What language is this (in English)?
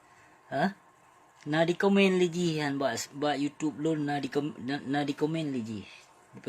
Achinese